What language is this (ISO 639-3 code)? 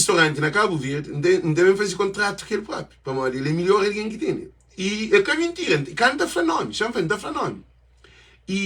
kea